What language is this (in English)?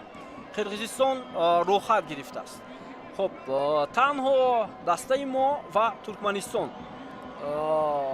Tajik